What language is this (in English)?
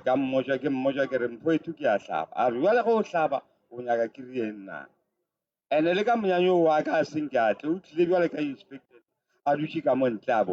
Northern Sotho